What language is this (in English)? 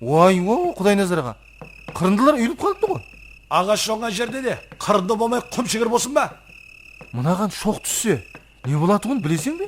Kara-Kalpak